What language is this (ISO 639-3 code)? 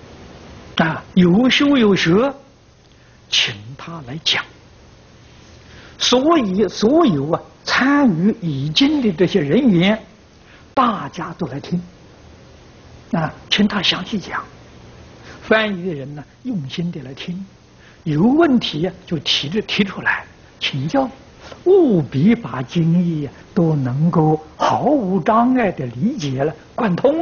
zho